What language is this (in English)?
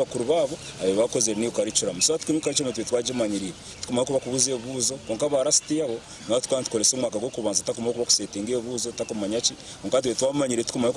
Nyankole